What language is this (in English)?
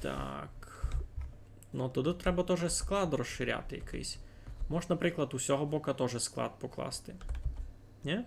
Rusyn